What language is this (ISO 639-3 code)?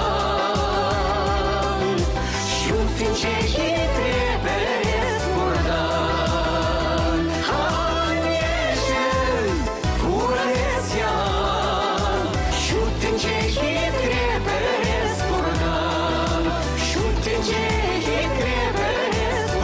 chv